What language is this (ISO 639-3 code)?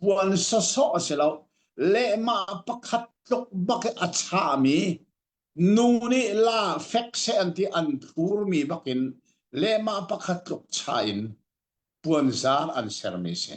cnh